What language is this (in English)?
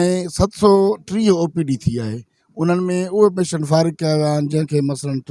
Sindhi